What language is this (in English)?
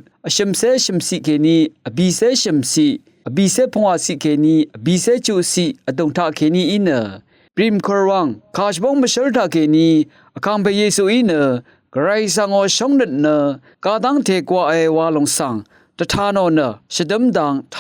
Rawang